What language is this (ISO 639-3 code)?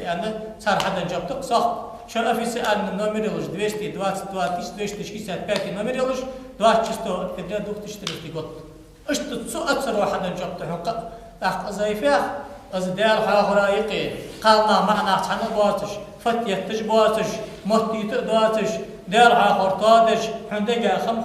inh